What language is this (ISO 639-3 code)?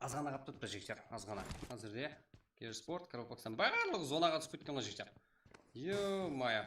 kaa